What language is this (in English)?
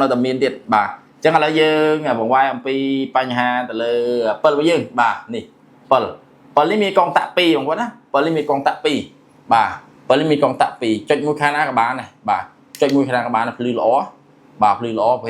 Khmer